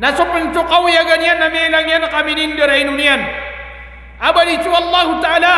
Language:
Maranao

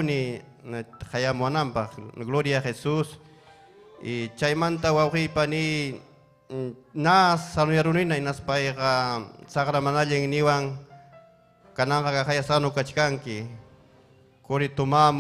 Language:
Ayacucho Quechua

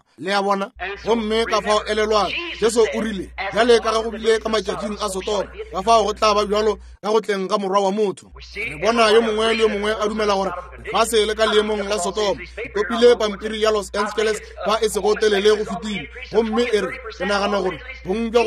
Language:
Northern Sotho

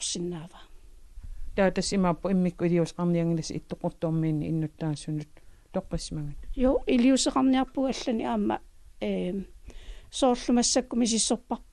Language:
Kalaallisut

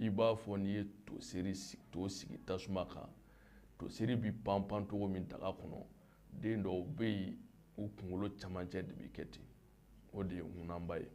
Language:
Bambara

